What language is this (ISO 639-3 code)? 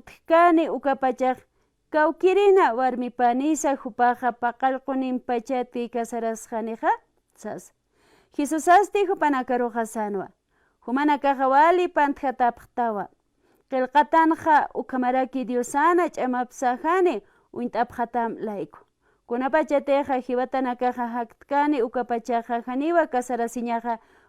aym